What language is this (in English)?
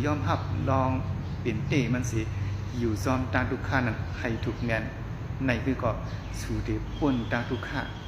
Shan